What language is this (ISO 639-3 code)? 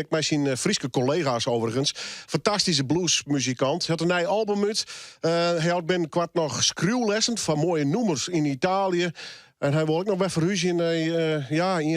fry